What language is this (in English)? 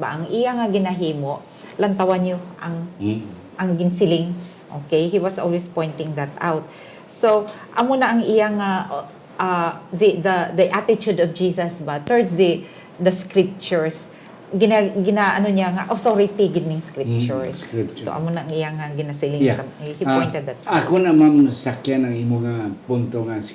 Hiligaynon